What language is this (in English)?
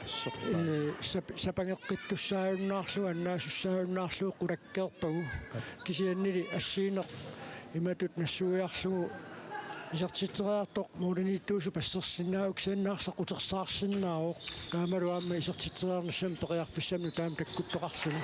Kalaallisut